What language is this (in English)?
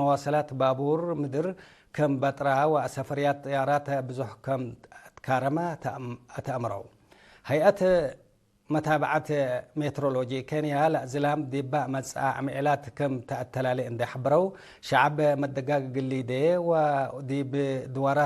Tigre